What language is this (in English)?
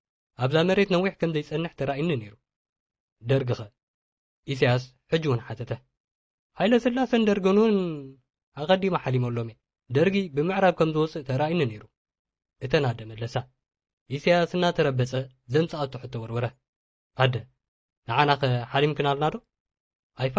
Tigrinya